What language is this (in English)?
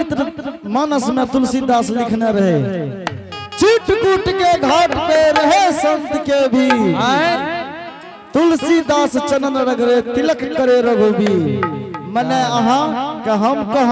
Angika